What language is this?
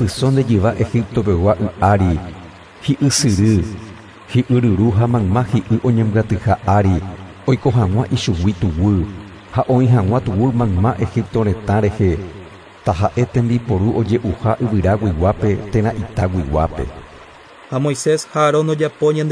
Guarani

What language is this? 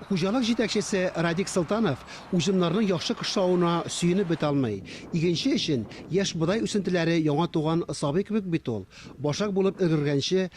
Tatar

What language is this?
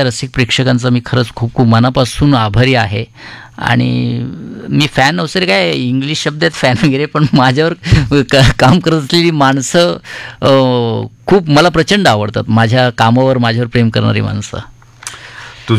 Marathi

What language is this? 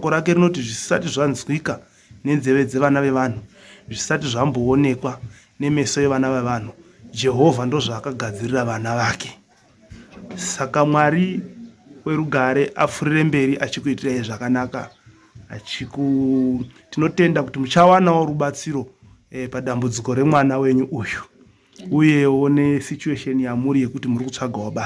Shona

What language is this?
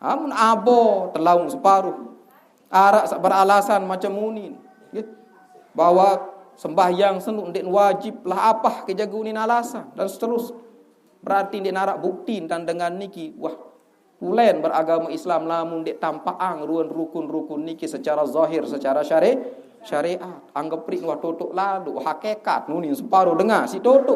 Sasak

